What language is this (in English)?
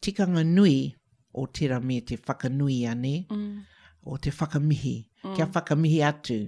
Māori